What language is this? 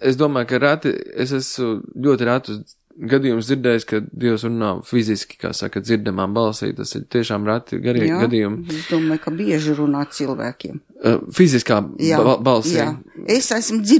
Latvian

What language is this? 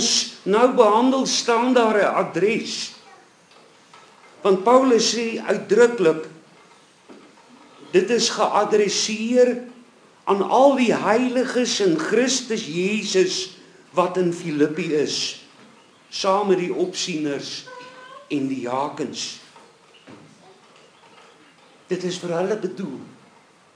Afrikaans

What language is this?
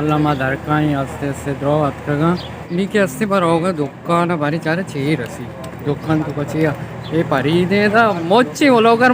Baluchi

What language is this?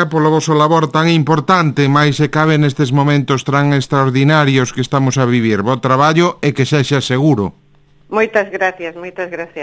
Galician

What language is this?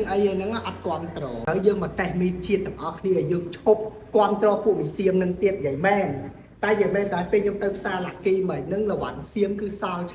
Khmer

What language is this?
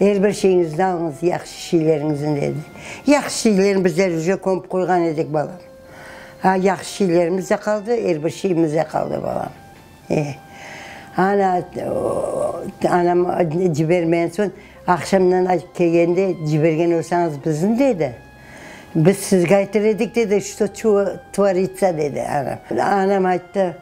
Crimean Tatar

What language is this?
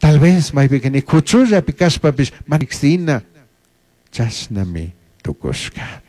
Chimborazo Highland Quichua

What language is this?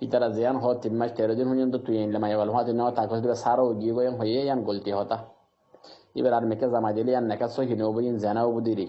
Rohingya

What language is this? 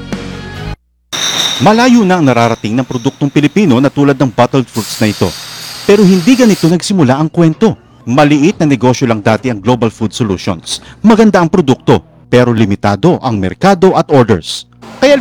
Filipino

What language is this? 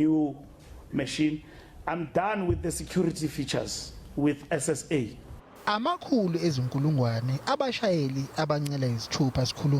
Zulu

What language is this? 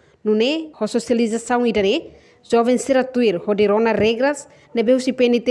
Tetum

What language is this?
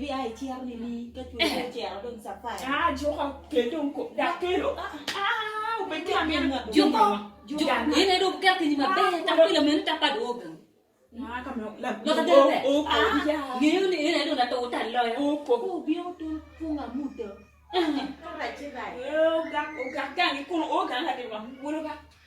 Acoli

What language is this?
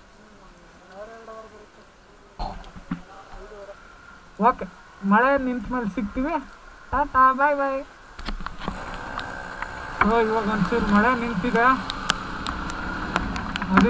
Kannada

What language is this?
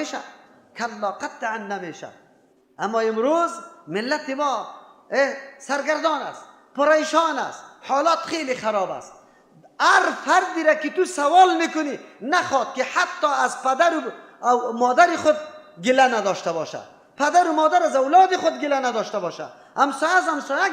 Persian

